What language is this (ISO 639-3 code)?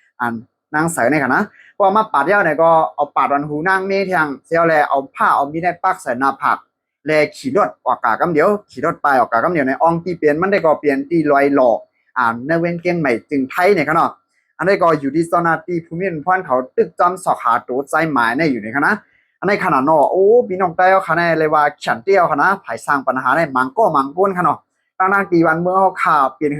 shn